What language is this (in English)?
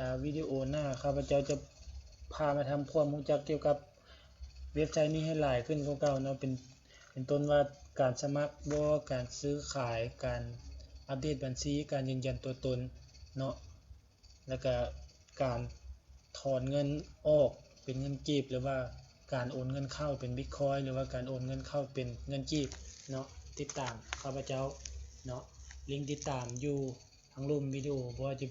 Lao